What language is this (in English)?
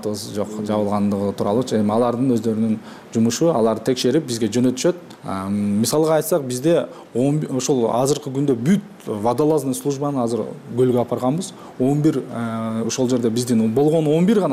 Kyrgyz